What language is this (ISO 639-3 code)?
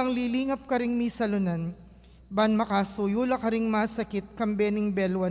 pam